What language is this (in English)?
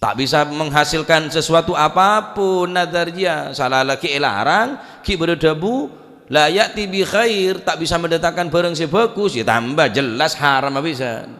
Madurese